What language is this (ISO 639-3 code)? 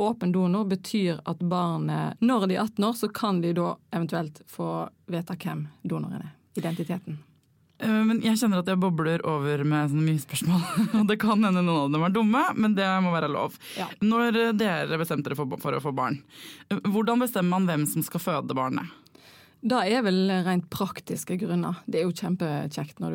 nor